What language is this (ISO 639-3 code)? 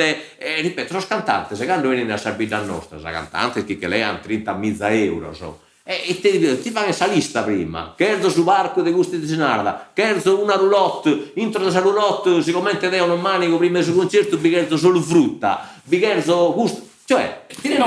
srd